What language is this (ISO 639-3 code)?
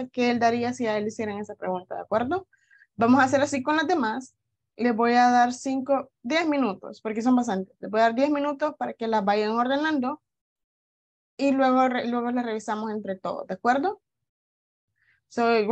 spa